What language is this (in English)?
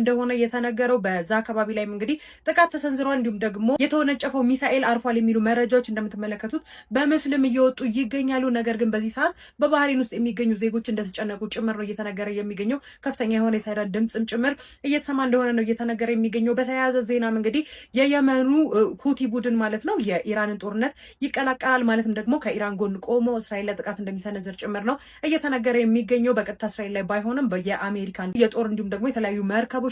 Amharic